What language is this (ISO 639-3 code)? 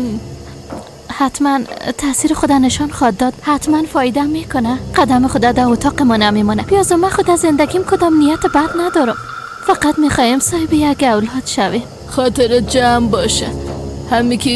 fas